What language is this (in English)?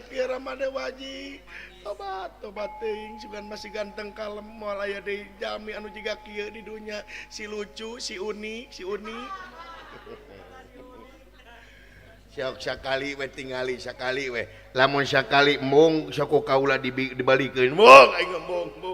Sundanese